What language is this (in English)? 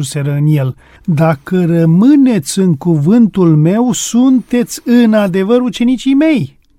Romanian